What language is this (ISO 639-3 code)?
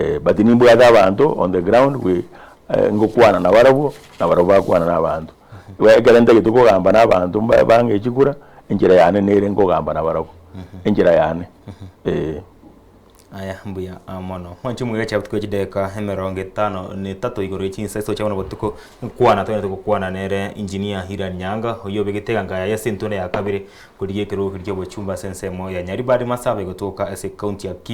guz